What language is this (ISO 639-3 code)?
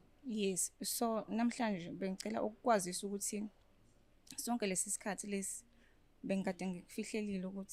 zul